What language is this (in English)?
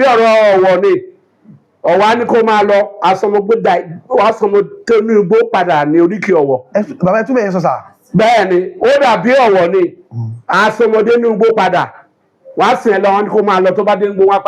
Yoruba